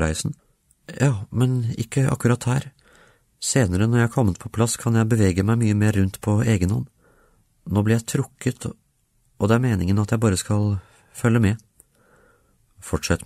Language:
Norwegian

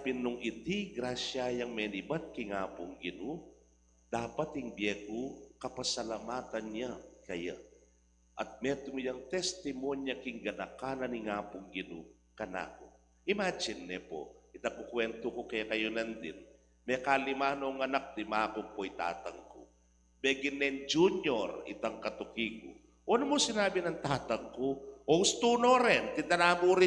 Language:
Pampanga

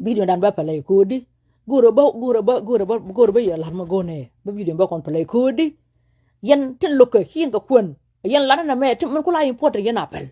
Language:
Nuer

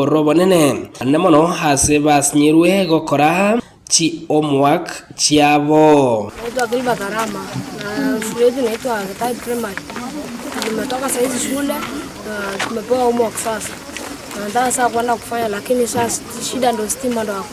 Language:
Gusii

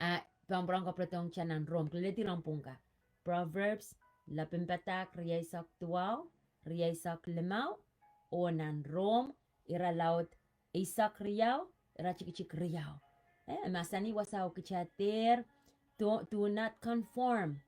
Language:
Pohnpeian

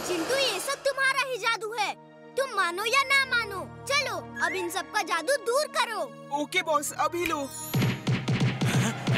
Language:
Hindi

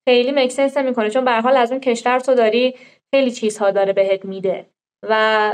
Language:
Persian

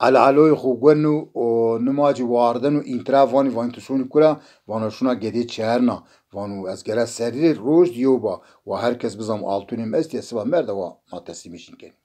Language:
Zaza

